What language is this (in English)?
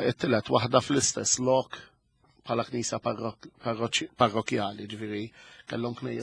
Maltese